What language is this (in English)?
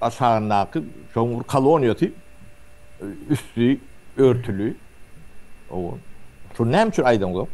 Turkmen